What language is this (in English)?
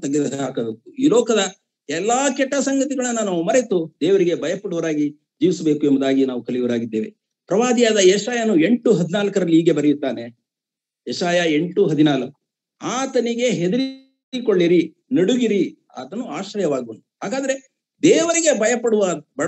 Kannada